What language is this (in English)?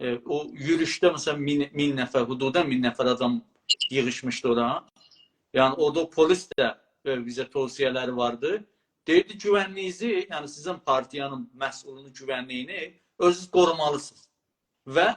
South Azerbaijani